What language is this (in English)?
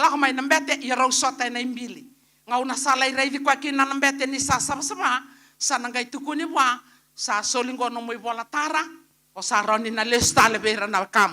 Fijian